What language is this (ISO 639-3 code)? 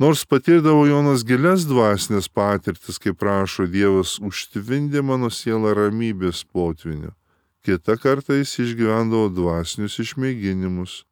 lit